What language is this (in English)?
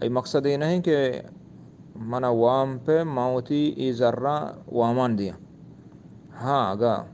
Eastern Balochi